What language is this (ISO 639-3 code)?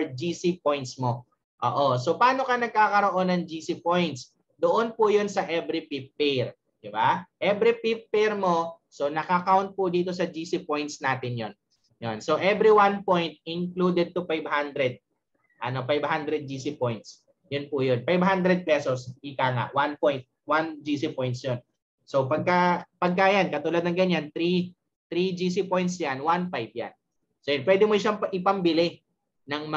fil